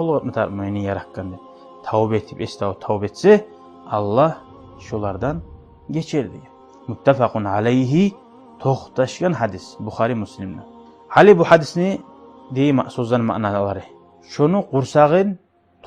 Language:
Kumyk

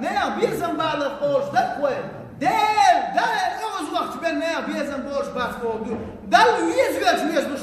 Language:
Chechen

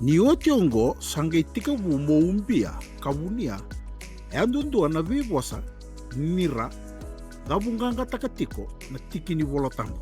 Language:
Fijian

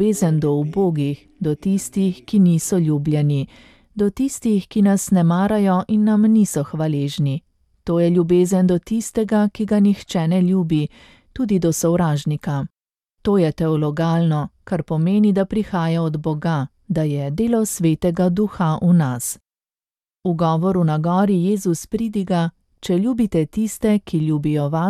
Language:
Slovenian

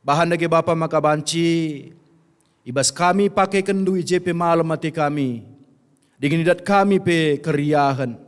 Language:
Batak Karo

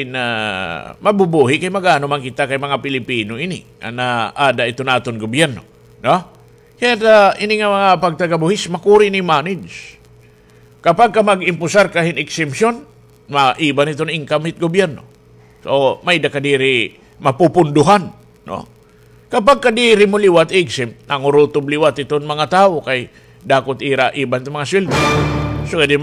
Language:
Waray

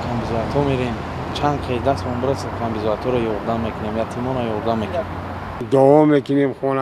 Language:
Tajik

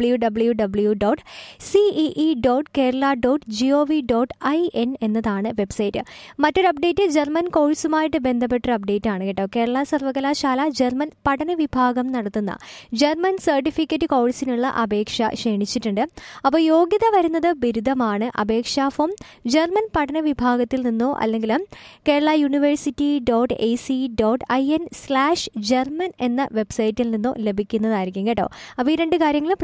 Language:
Malayalam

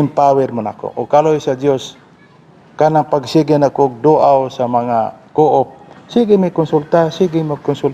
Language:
Cebuano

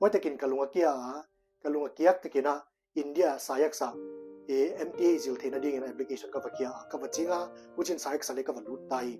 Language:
Paite Chin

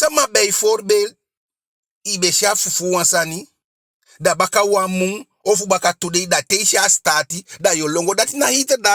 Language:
Eastern Maroon Creole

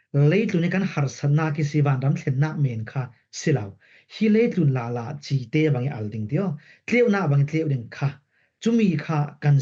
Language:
Falam Chin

